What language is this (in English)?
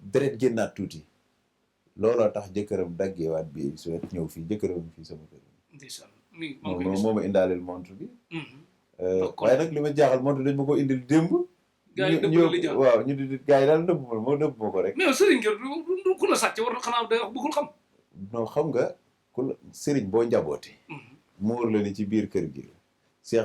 Wolof